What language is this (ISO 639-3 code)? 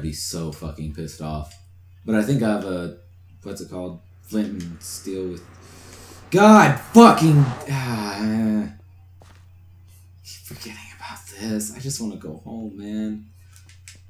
eng